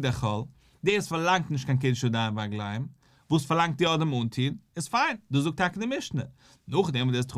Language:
Yiddish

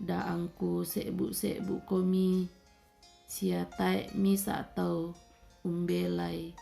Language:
Toraja-Sa'dan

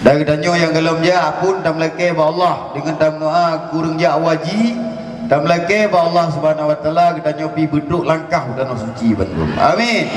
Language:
Achinese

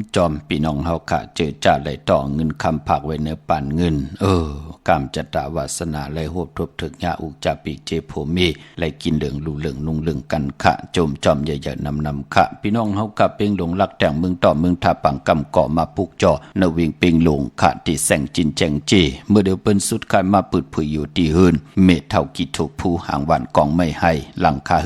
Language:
Shan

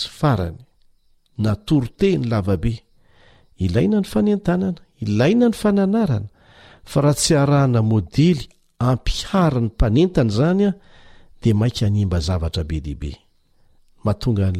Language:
Malagasy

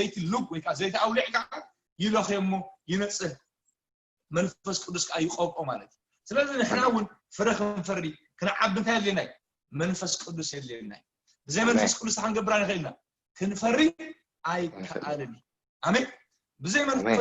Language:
Tigrinya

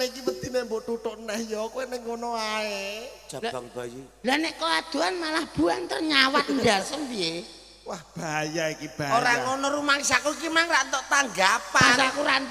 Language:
Javanese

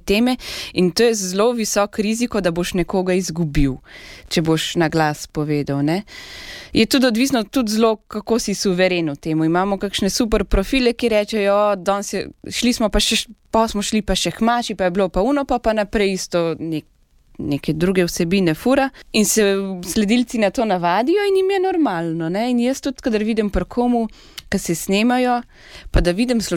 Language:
Slovenian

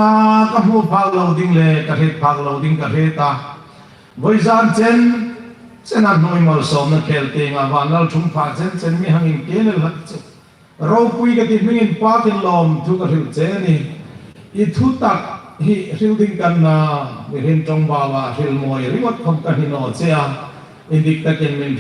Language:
Hmar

